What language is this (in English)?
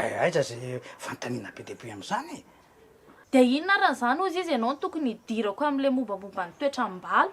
Malagasy